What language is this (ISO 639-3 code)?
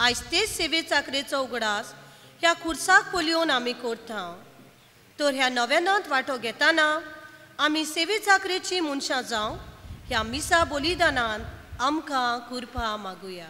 kok